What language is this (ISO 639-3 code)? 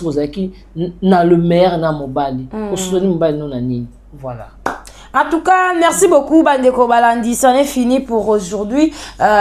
lin